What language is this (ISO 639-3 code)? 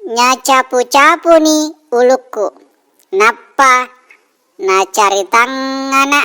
bug